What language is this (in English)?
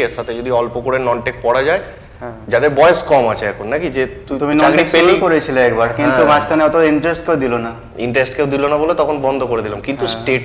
Bangla